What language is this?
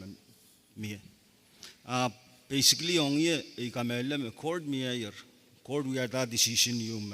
Pohnpeian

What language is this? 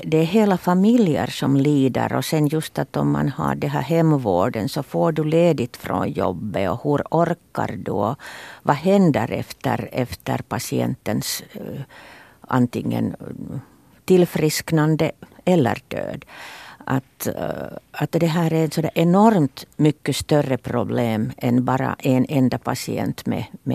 Swedish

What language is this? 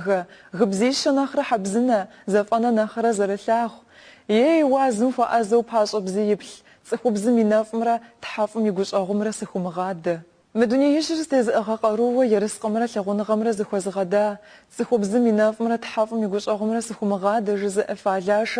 Kabardian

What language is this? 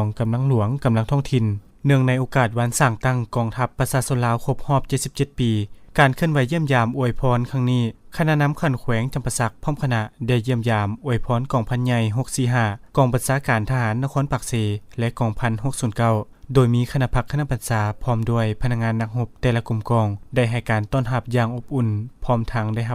Lao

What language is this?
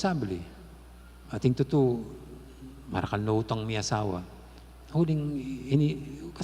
Pampanga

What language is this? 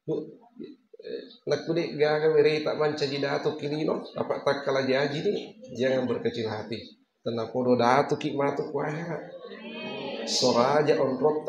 Buginese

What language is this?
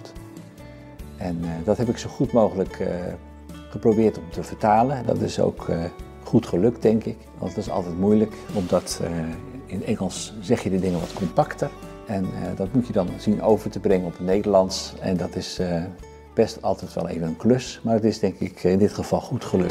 Dutch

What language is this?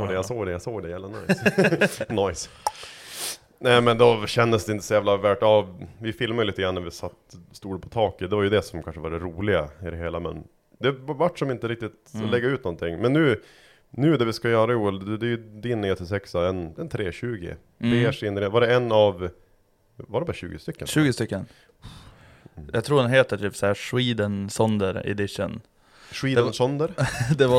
Swedish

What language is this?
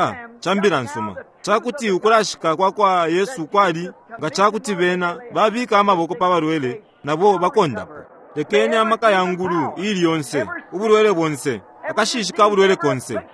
Bemba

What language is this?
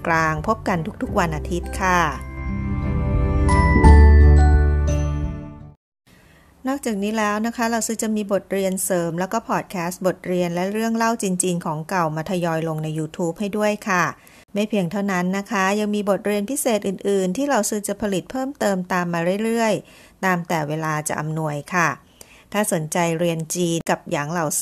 Thai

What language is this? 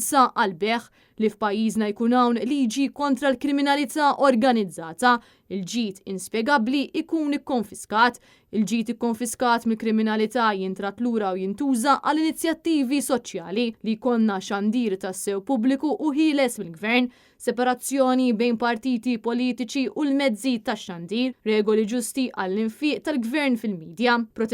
Maltese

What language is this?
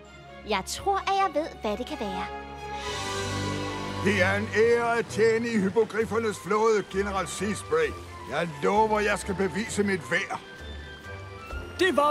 Danish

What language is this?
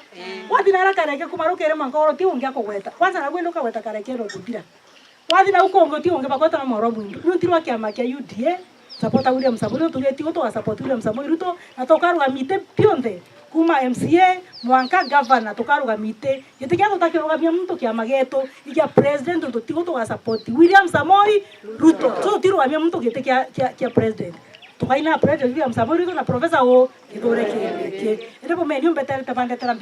Meru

